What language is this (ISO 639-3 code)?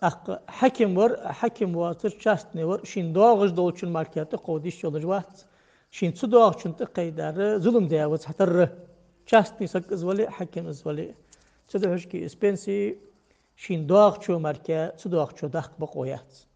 inh